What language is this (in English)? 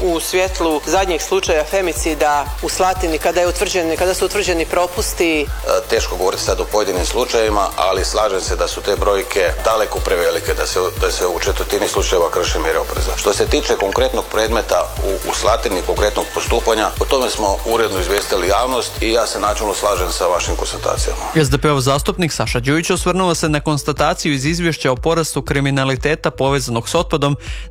Croatian